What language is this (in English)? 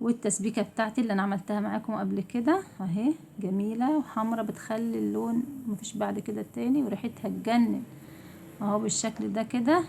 Egyptian Arabic